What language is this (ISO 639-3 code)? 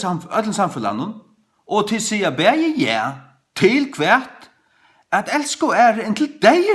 fao